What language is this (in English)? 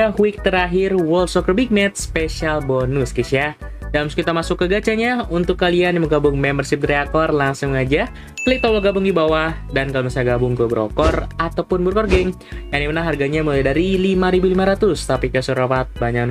Indonesian